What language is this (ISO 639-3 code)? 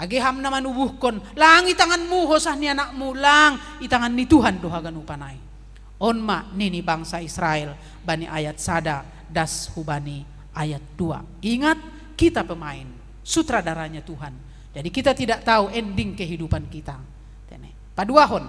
bts